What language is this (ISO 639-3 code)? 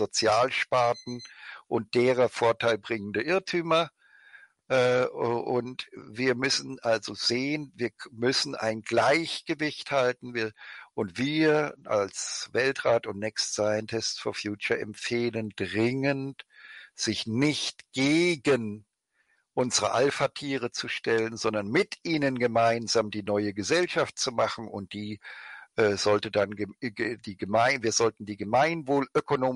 deu